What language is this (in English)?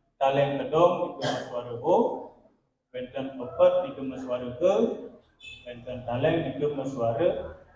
Balinese